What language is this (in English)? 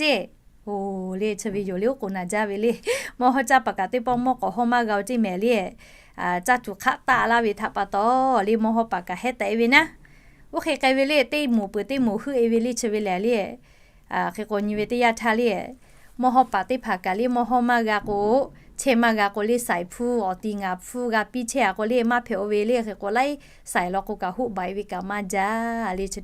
Lahu